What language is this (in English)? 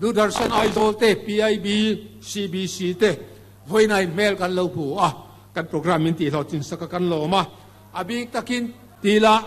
Mizo